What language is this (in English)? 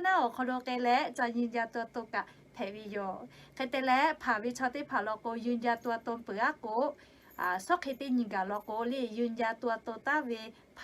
Lahu